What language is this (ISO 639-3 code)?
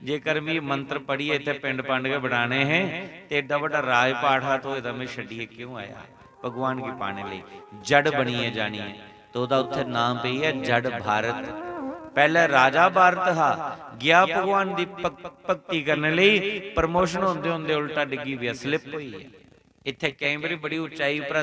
doi